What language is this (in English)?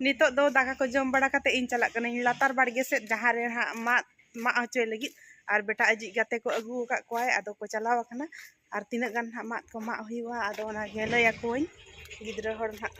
Santali